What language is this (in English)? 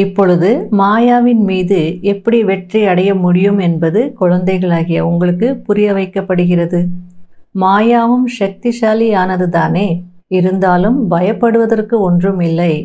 Tamil